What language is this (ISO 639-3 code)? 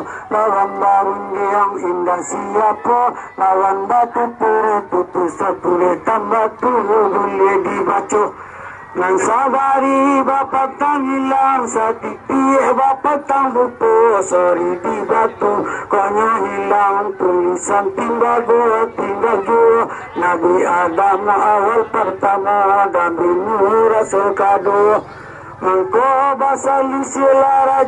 min